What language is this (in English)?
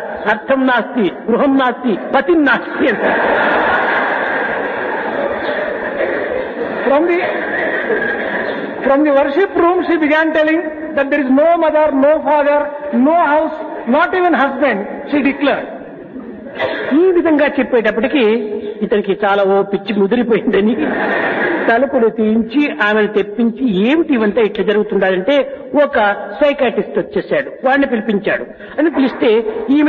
Telugu